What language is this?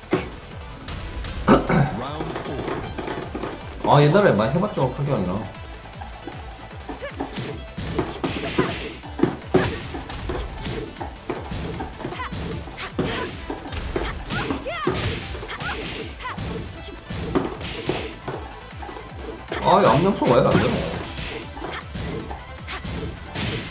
Korean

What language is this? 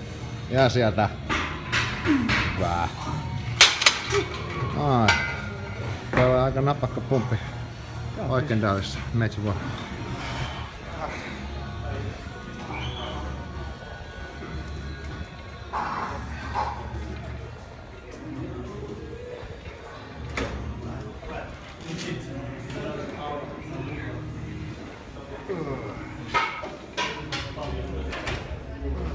Finnish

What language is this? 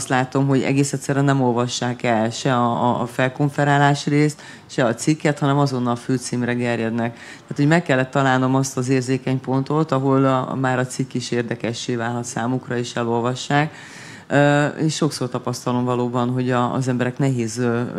Hungarian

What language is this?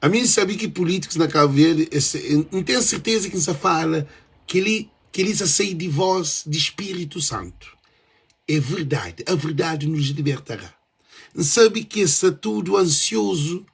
Kabuverdianu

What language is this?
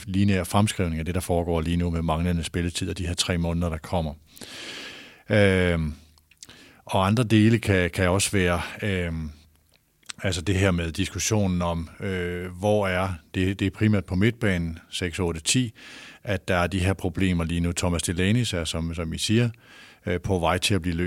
Danish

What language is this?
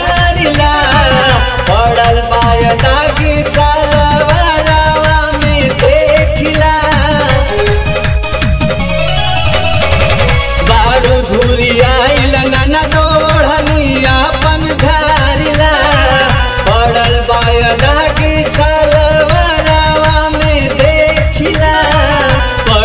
Bhojpuri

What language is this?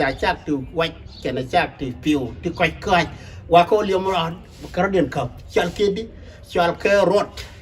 Nuer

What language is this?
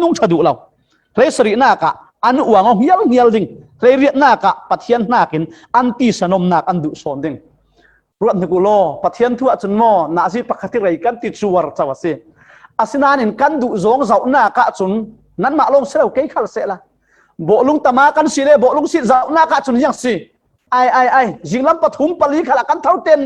Falam Chin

